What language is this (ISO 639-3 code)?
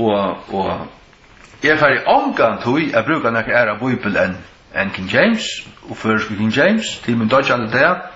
fao